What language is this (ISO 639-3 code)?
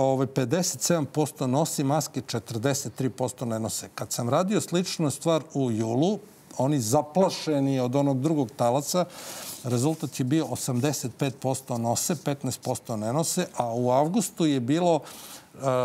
srp